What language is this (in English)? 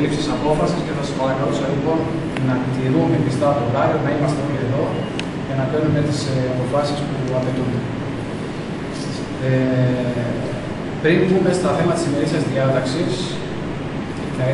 Greek